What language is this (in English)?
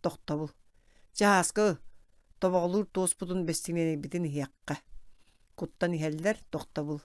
Yakut